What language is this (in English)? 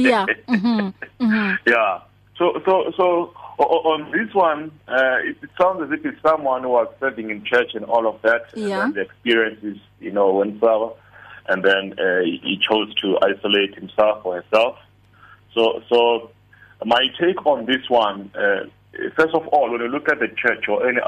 English